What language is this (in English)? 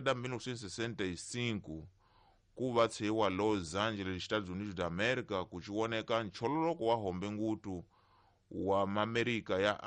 Tsonga